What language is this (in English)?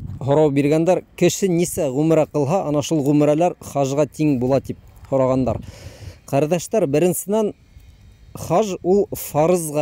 Bashkir